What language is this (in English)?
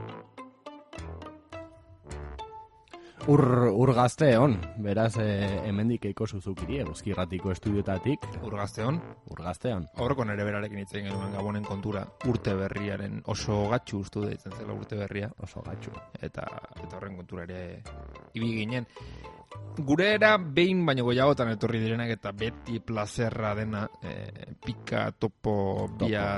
Basque